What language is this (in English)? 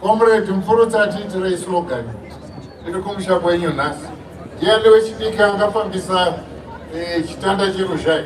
Shona